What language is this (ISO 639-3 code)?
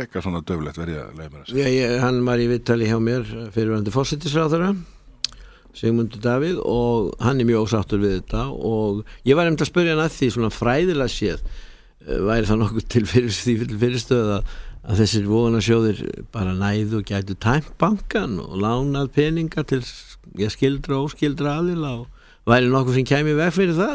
isl